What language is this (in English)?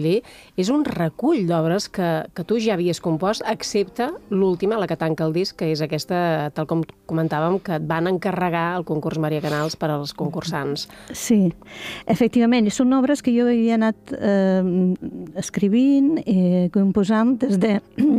Catalan